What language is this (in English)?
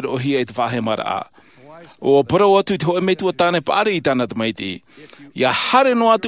Tahitian